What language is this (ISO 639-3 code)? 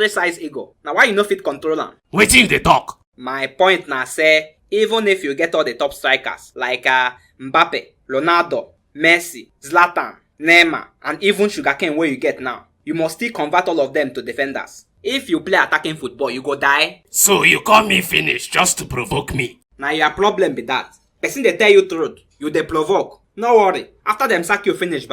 pcm